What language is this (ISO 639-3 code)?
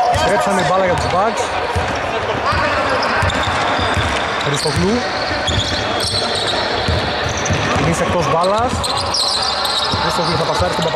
ell